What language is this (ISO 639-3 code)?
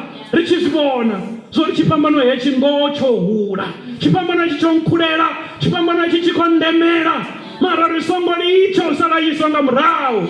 ven